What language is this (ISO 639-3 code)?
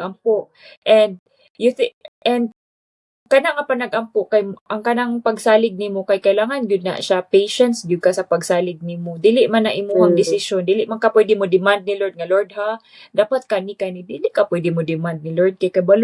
ceb